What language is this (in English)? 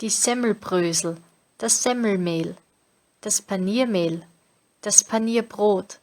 Bavarian